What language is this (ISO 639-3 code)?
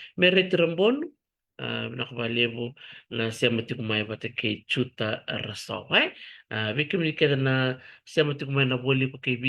fij